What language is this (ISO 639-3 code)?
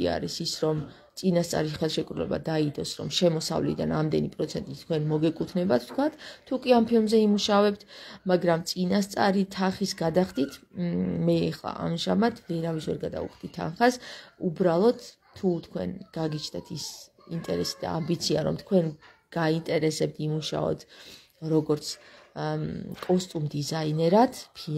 kat